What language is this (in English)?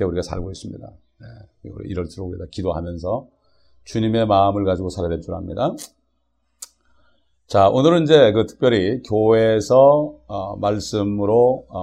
Korean